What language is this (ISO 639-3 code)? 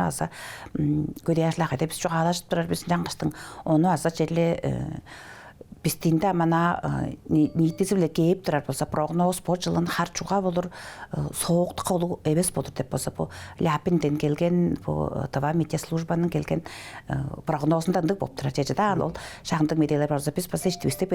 tyv